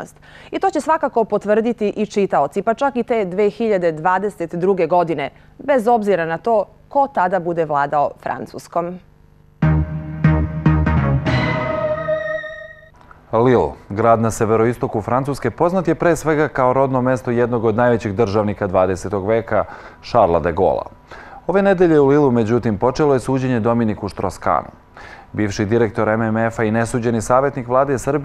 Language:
Serbian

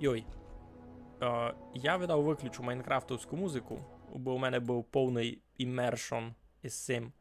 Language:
Rusyn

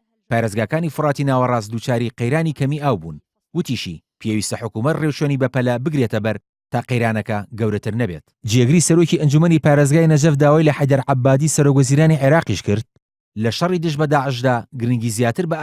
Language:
Central Kurdish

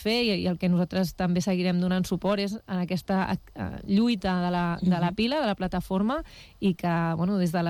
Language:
Catalan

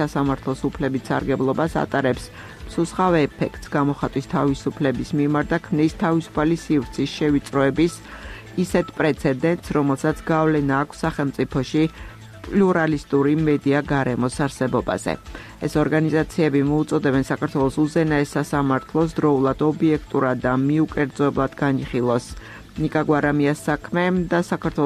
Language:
Georgian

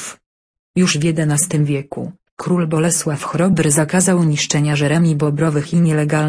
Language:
Polish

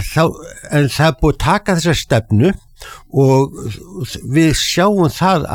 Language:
Icelandic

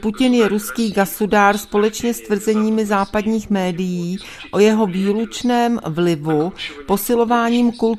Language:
Czech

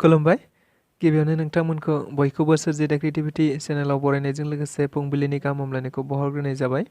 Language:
Bodo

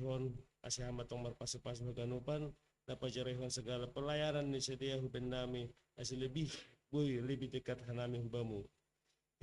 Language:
Batak Simalungun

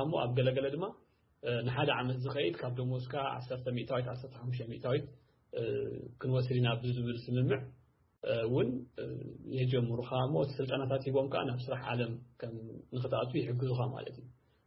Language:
Tigrinya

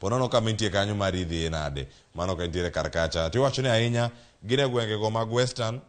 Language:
Luo (Kenya and Tanzania)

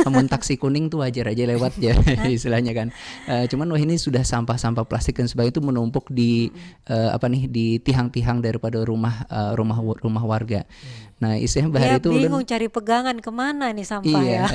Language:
Banjar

